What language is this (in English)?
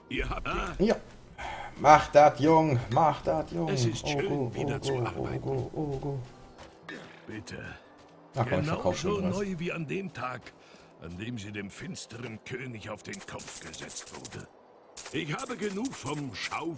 German